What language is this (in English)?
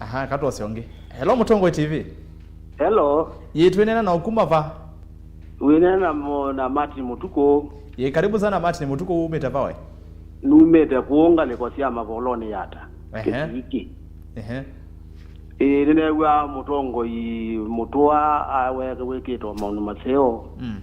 Kamba